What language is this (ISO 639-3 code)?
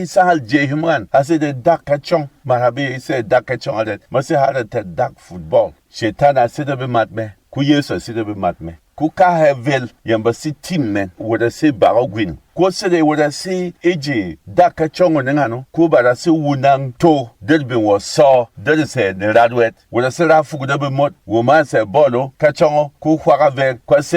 bom